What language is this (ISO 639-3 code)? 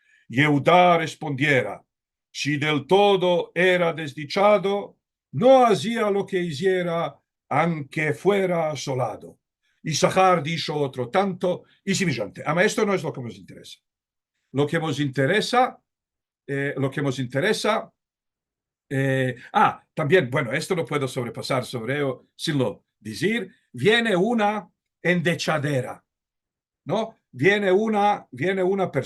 lad